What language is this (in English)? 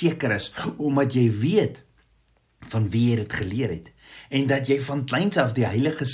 Afrikaans